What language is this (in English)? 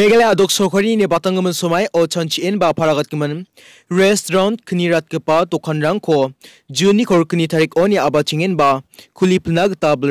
Garo